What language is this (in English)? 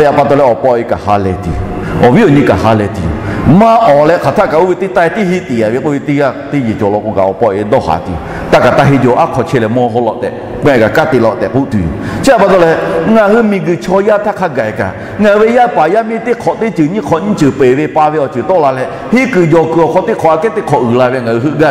Lahu